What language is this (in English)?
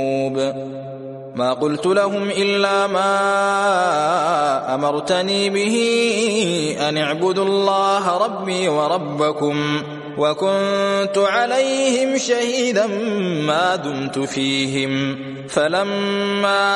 Arabic